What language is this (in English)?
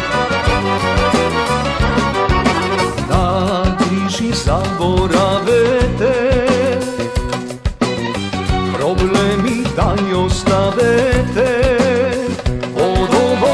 Macedonian